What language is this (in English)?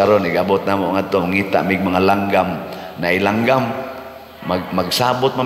Cebuano